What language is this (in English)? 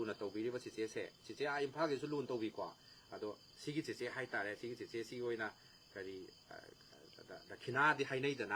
Manipuri